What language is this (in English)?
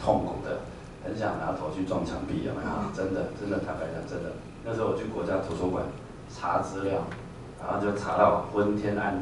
Chinese